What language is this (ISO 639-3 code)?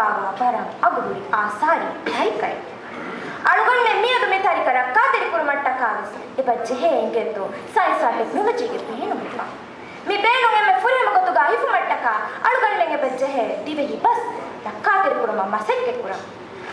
div